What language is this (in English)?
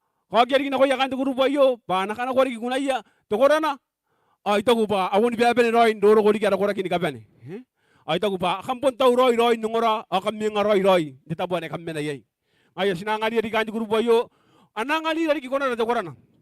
Gilbertese